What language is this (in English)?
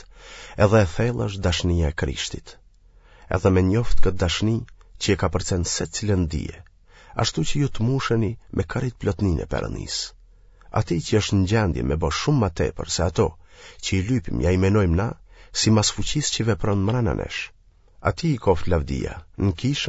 Albanian